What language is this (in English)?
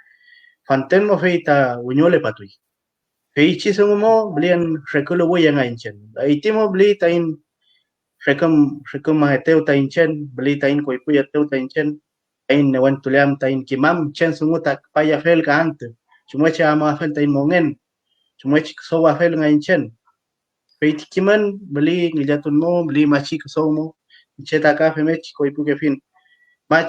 Mapuche